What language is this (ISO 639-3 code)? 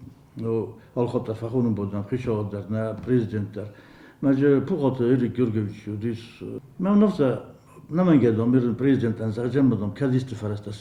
oss